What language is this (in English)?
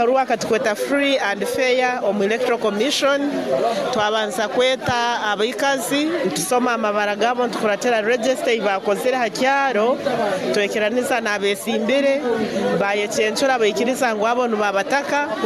Nyoro